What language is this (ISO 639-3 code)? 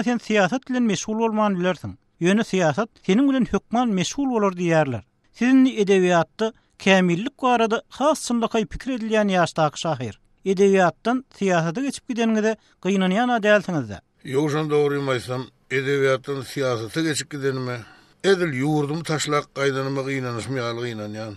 tuk